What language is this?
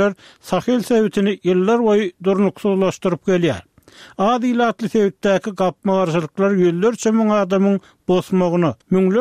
Turkmen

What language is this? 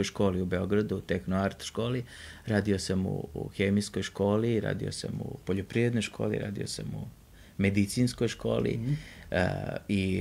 Serbian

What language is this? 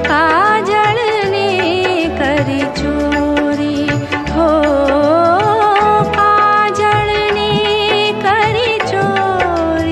Gujarati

